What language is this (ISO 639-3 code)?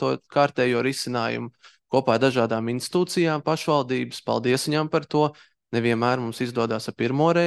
lav